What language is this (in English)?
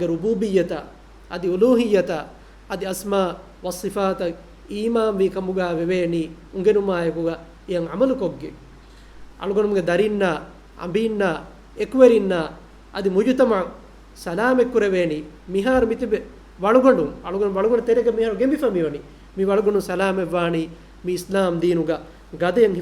Divehi